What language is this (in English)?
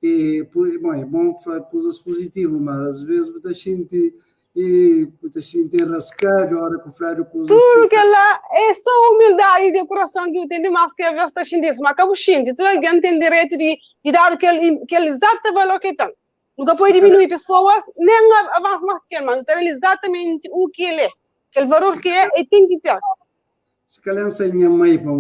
Kabuverdianu